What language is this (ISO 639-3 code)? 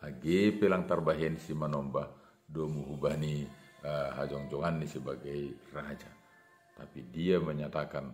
bts